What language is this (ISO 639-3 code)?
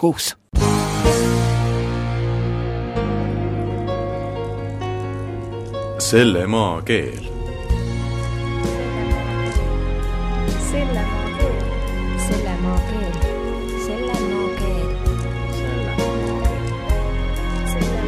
est